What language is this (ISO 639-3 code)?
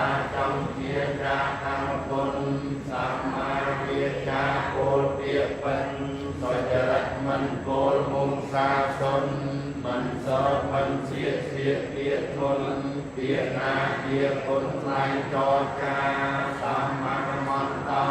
khm